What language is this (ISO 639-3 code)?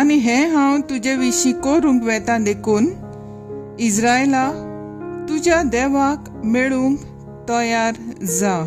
kok